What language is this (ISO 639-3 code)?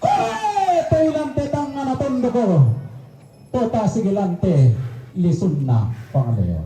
sda